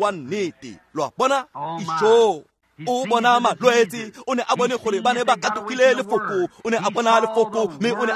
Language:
Tswana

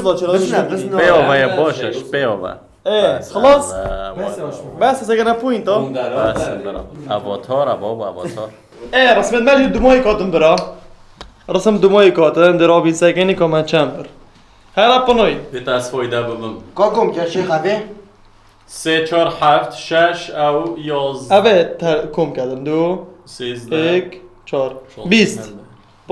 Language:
Kurdish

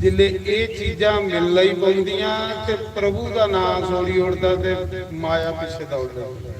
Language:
Dogri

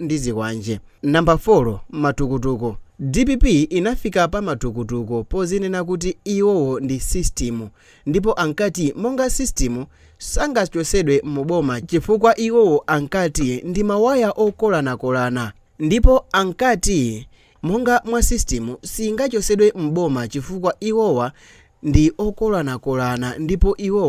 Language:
Nyanja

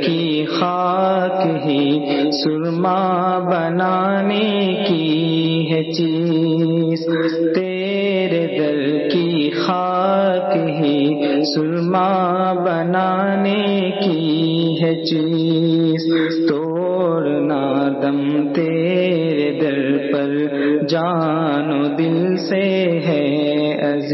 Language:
Urdu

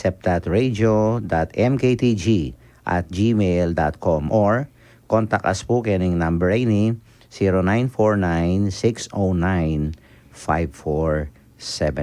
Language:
Pampanga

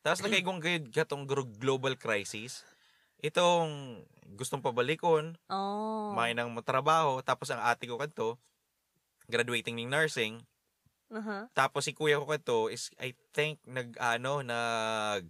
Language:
Bikol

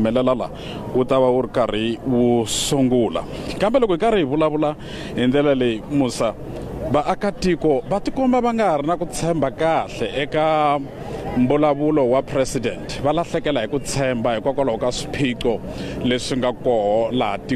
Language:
Tsonga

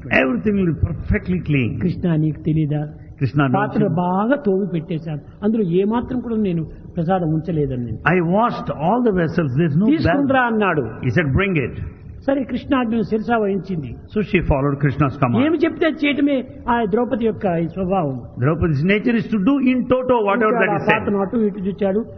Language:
Telugu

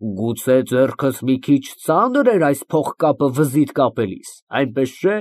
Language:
Armenian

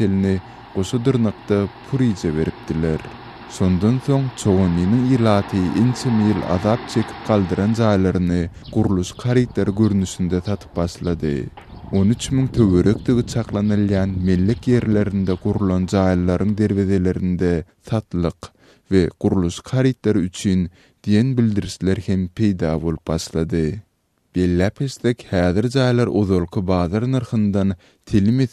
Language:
Turkmen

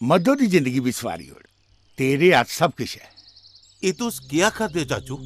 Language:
Dogri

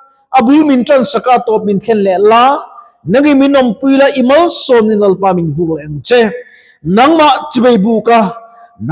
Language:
Mizo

